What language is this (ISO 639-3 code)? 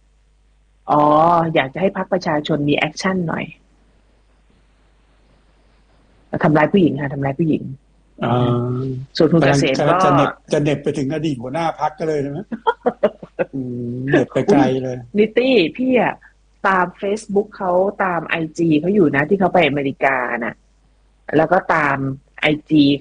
tha